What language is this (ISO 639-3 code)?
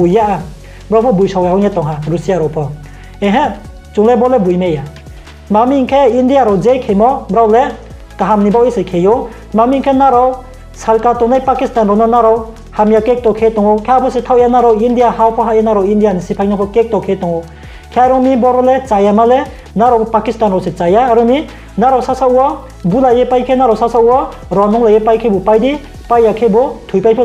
ria